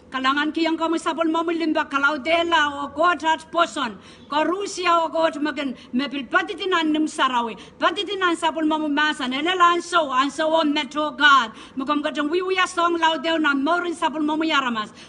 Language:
Pohnpeian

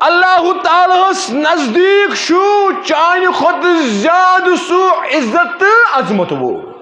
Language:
Kashmiri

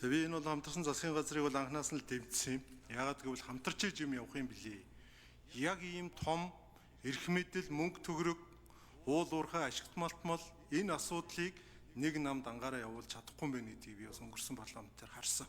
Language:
Mongolian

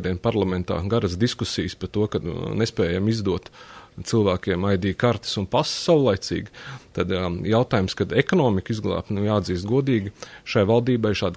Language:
Latvian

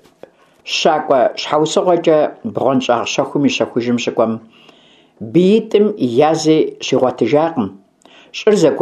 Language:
Kabardian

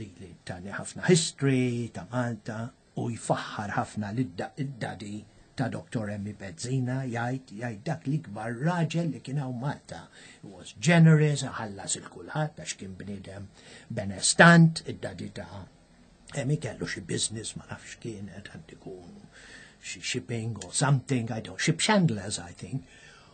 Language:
Maltese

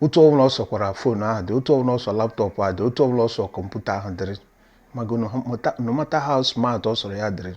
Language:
Igbo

